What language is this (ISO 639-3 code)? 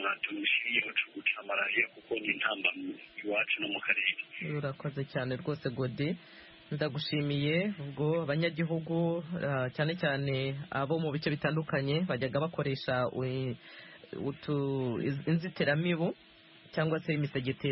kin